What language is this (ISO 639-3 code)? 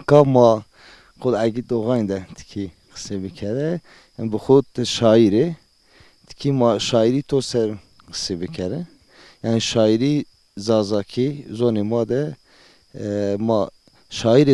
zza